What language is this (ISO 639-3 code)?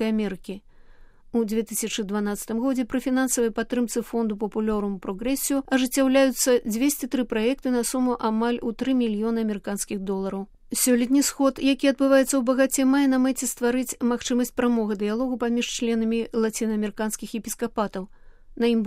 bel